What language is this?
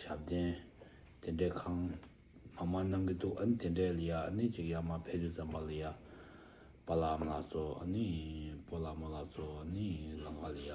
Tibetan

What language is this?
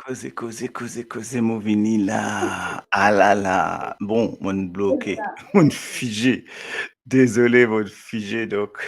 Morisyen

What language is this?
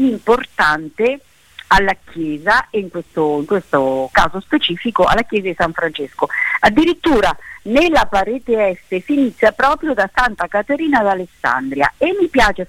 Italian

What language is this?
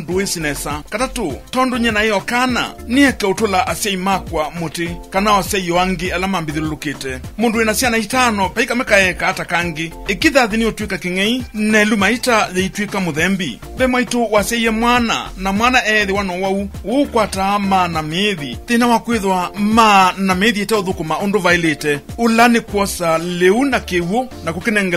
Kamba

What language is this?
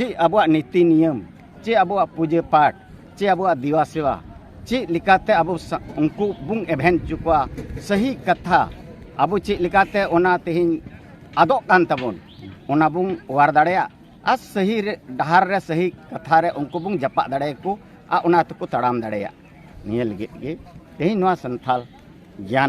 Santali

